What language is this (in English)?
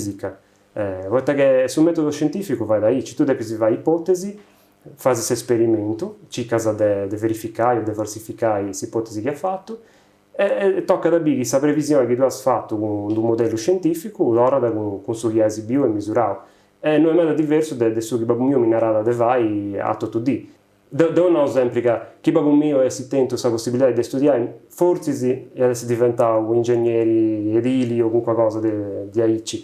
Sardinian